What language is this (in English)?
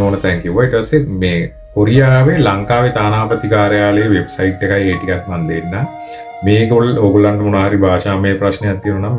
Sinhala